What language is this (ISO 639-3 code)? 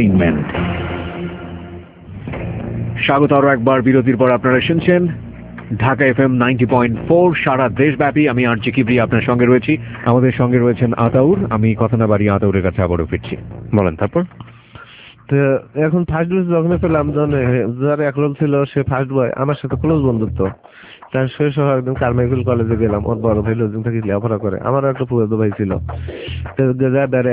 ben